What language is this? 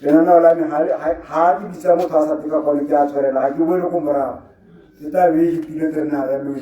Tswana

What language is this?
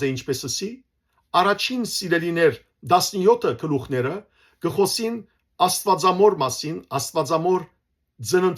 Western Armenian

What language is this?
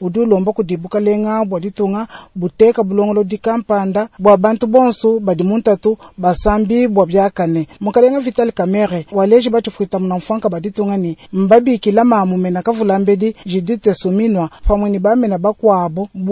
Luba-Lulua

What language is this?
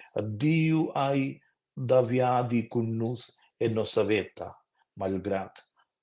Romansh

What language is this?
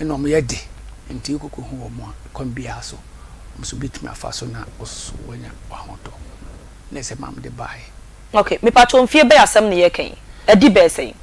Akan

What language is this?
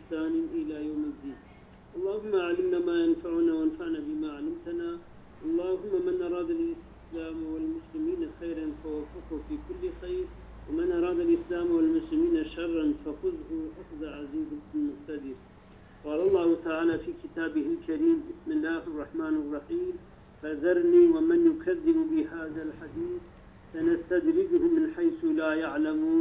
Kurdish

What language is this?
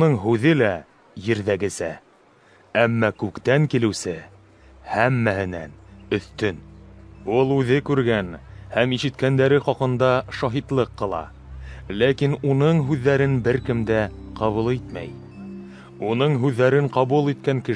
Bashkir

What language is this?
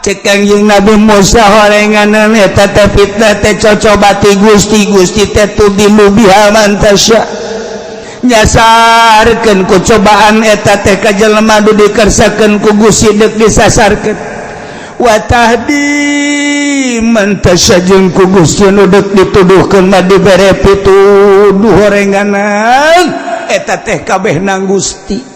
Sundanese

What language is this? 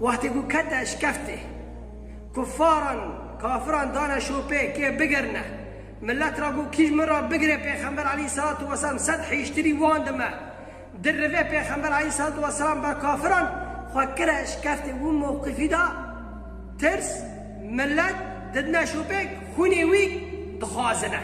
Kurdish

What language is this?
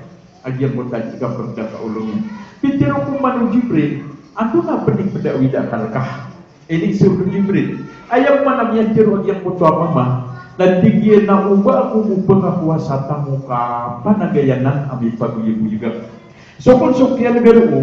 Maranao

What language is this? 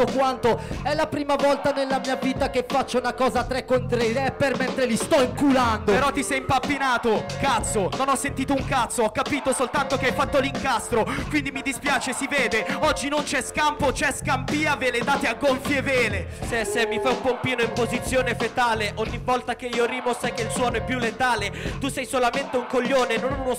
Italian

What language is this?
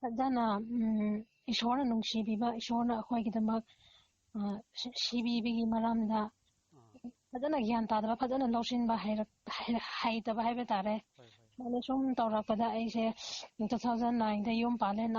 Manipuri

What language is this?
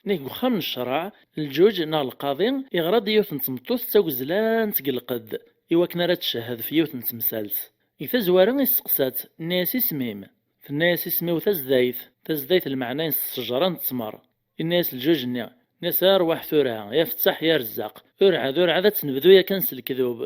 Kabyle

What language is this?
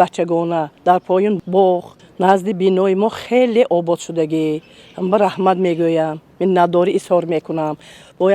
Tajik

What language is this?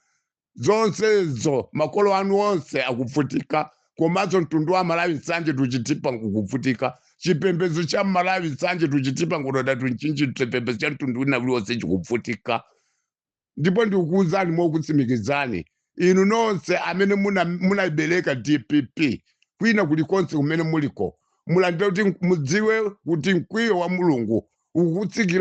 Nyanja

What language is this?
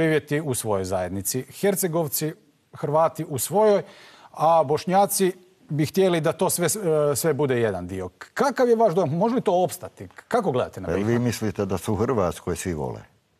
Bosnian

